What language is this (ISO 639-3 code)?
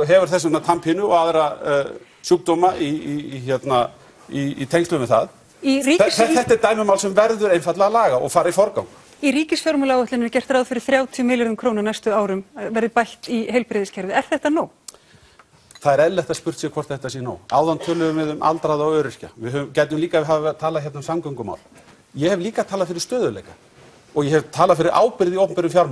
isl